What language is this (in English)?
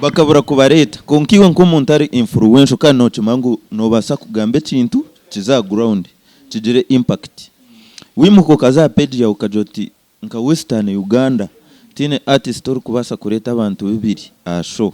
Nyankole